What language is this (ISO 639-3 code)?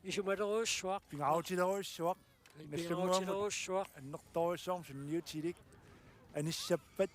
kal